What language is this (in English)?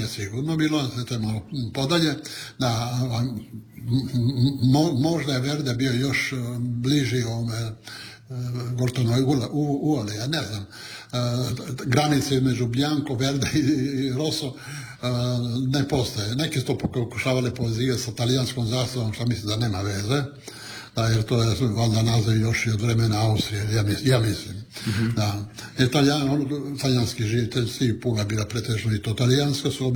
Croatian